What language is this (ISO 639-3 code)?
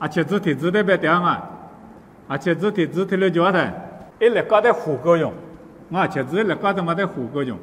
lis